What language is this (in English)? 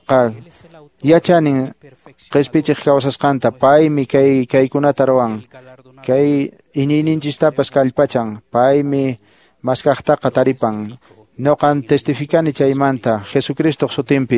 Quechua